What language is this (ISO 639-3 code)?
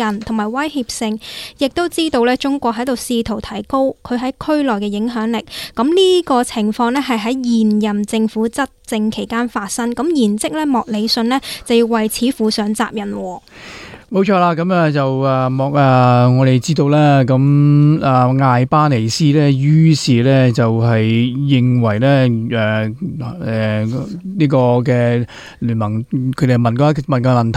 yue